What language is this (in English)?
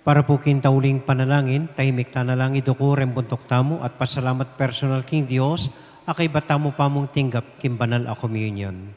Pampanga